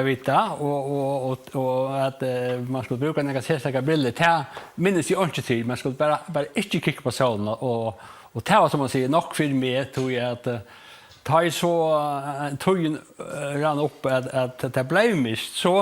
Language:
Faroese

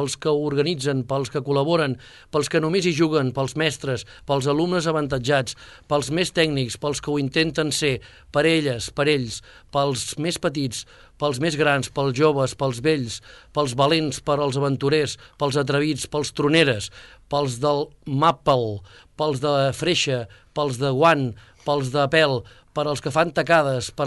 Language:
Catalan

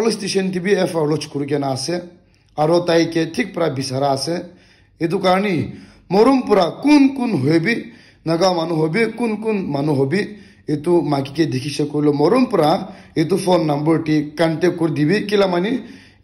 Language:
Naga Pidgin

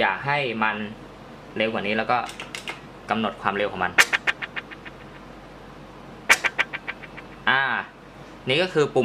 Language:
Thai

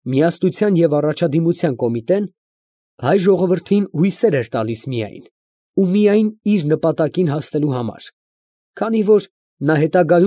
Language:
Armenian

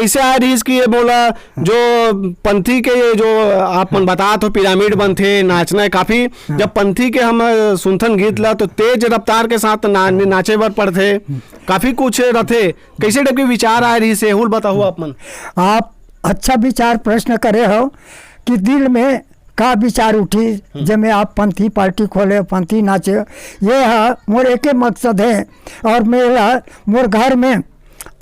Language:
Chhattisgarhi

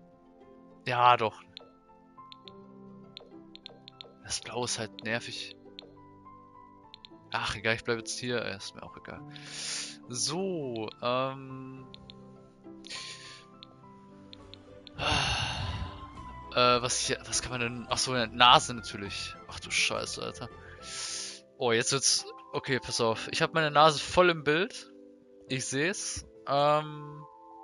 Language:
German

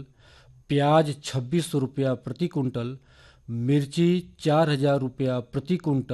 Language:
Bhojpuri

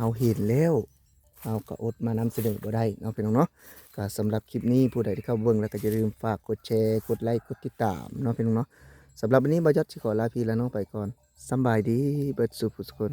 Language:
Lao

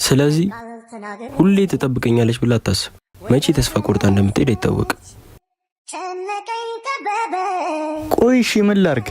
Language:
Amharic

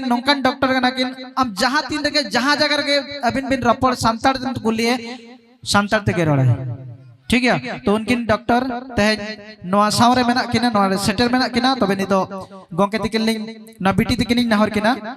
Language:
Santali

